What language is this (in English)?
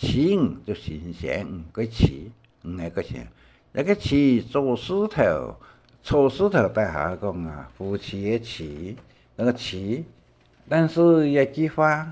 Hakka Chinese